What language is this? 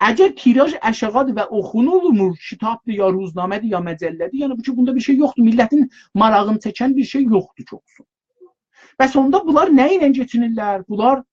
South Azerbaijani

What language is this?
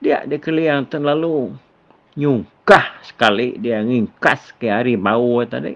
Iban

